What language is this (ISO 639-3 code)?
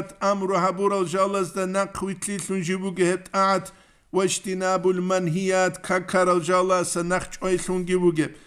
ava